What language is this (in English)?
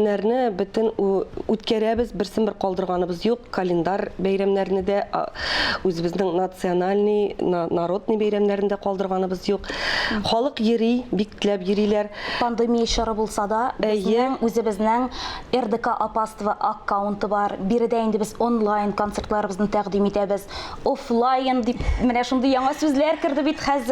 Tatar